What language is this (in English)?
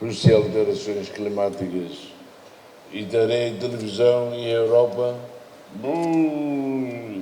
Tetum